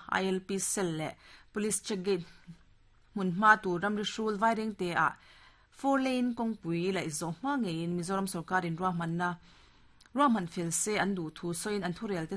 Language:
Mizo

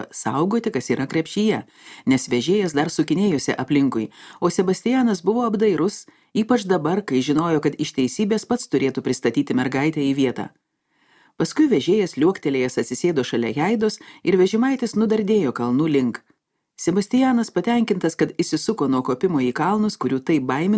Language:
Lithuanian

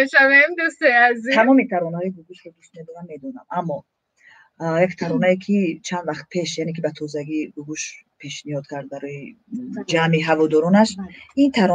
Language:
Tajik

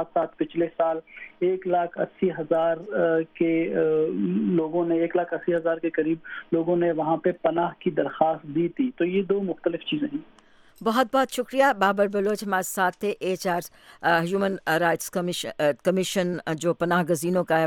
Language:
Urdu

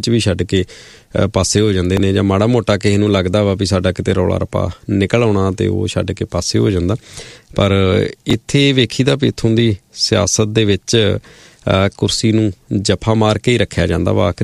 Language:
Punjabi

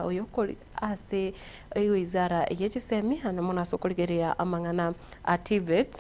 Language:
Gusii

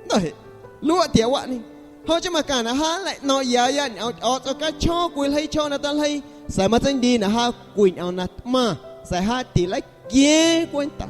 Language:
Guerrero Amuzgo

